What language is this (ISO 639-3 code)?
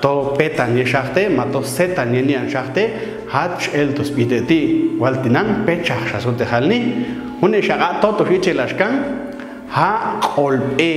jac